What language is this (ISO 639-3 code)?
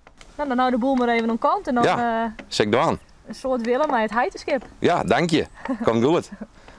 fry